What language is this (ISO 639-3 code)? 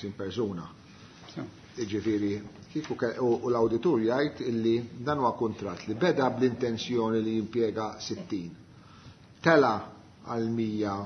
mlt